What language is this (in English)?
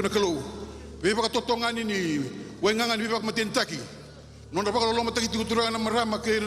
Fijian